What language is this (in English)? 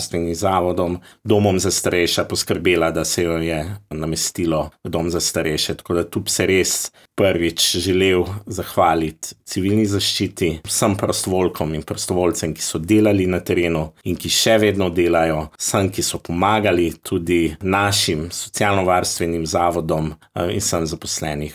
Slovenian